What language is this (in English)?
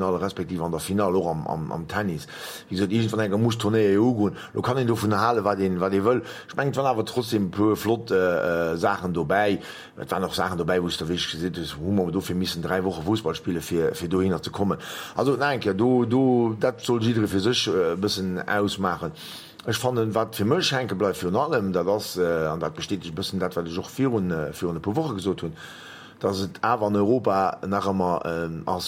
Luxembourgish